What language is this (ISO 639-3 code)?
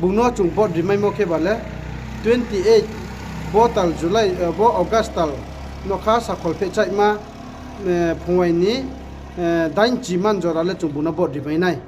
ria